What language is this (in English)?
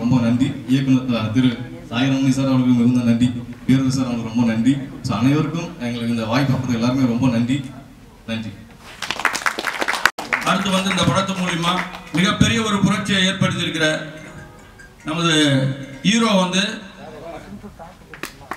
Tamil